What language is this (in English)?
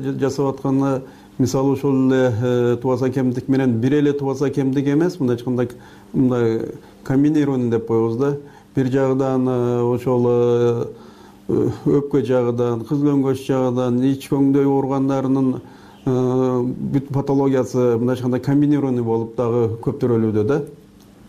Kyrgyz